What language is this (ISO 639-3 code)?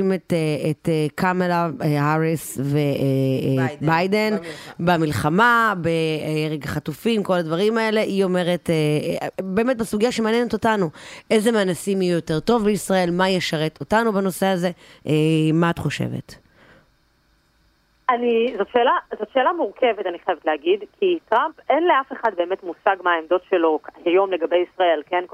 heb